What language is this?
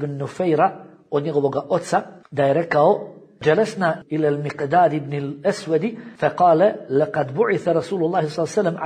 Bosnian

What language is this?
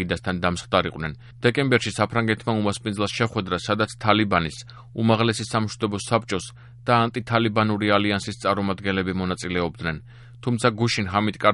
Georgian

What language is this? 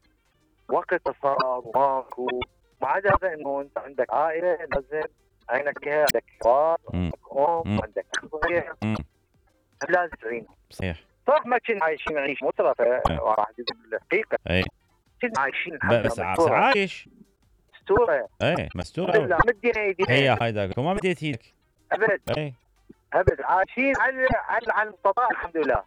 Mesopotamian Arabic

